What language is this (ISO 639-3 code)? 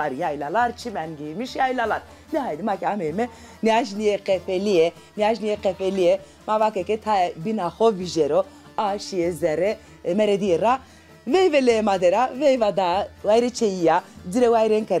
zza